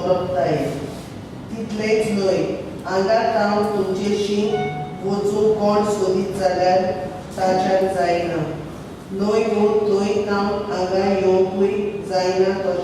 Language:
Konkani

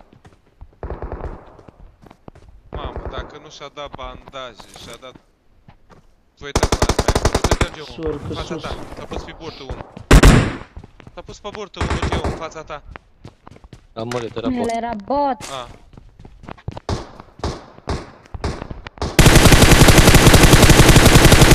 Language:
Romanian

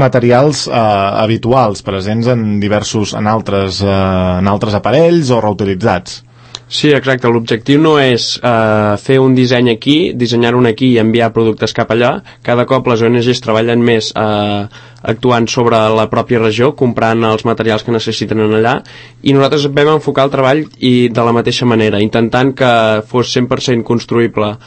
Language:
Catalan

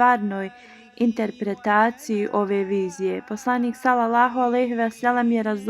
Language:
Bosnian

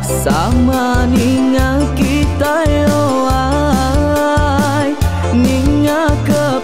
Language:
Iban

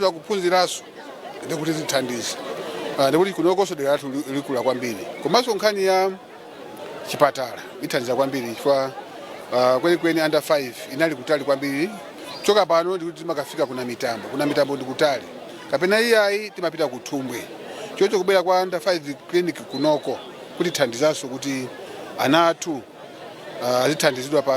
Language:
Nyanja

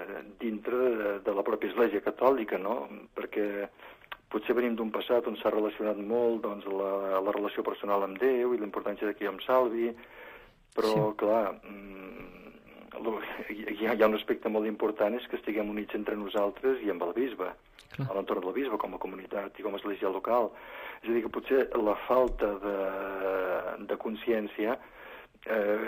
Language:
Catalan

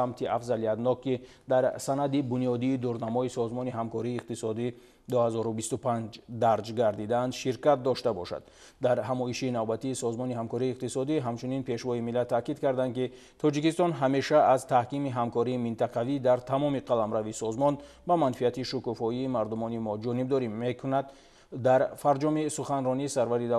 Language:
Tajik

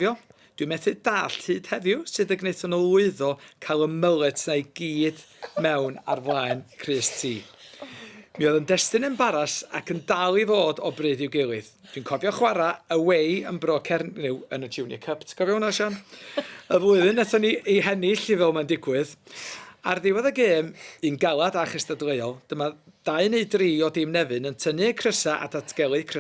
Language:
Welsh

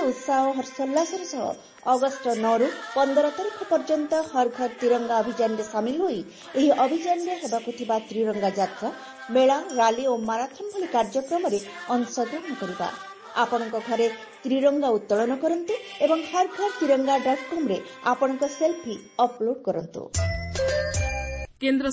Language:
Odia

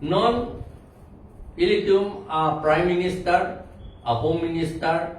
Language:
Karbi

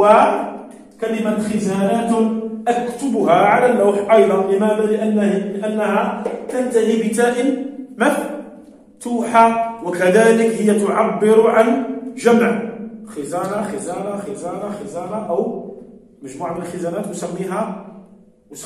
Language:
Arabic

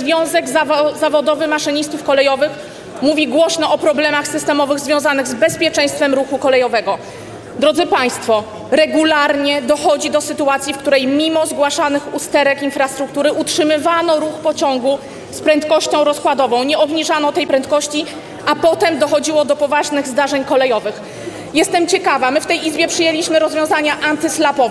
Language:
Polish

